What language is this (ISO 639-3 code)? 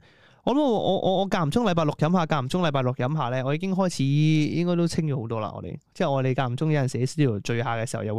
yue